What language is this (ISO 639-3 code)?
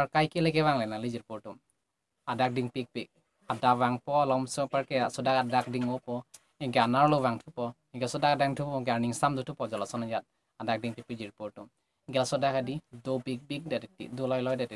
mjw